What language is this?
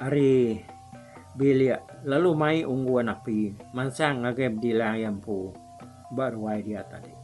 Iban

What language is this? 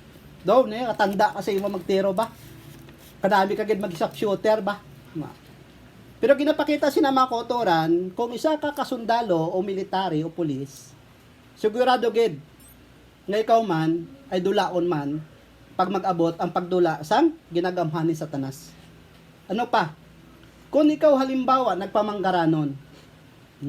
Hiligaynon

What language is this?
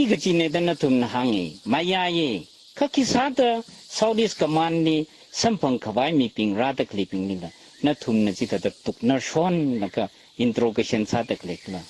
Tangkhul Naga (India)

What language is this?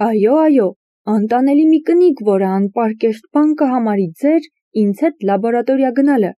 Armenian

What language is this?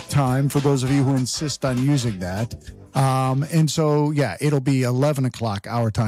English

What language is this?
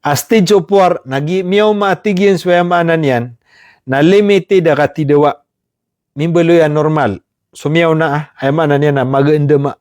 Maranao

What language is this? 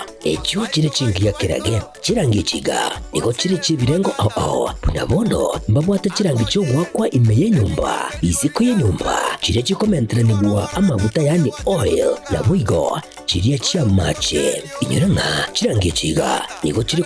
Gusii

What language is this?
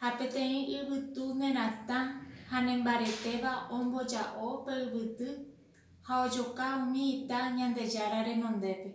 Guarani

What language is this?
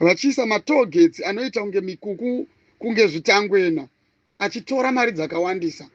Shona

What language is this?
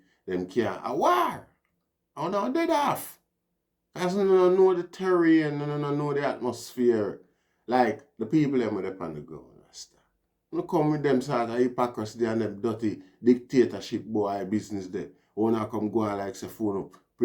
Jamaican Creole English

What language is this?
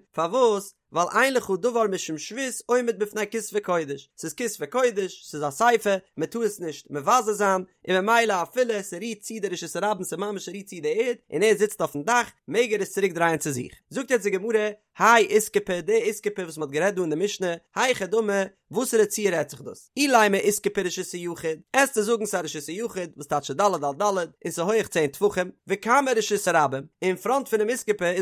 Yiddish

